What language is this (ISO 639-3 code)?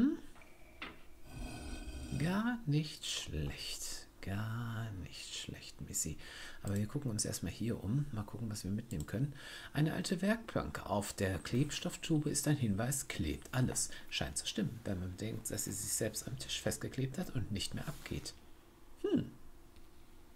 deu